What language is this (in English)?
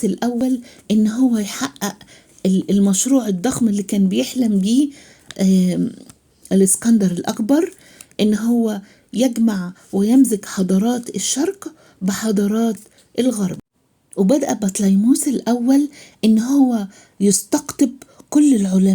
Egyptian Arabic